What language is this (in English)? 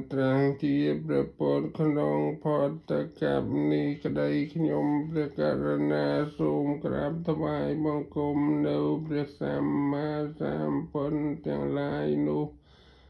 Khmer